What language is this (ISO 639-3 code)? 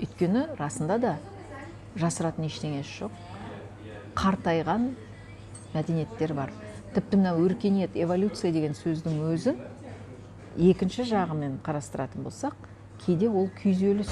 kaz